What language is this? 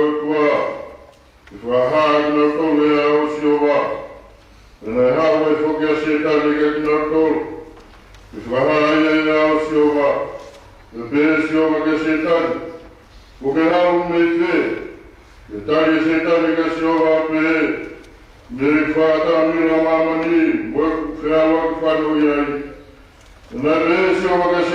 Tongan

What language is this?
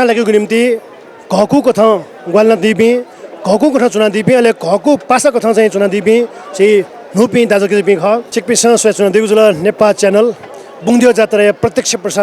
Newari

